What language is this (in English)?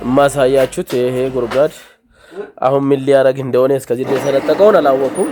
Amharic